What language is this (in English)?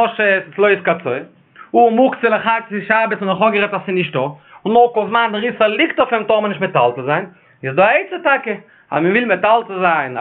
Yiddish